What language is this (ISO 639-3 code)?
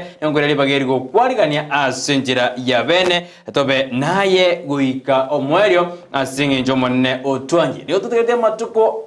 guz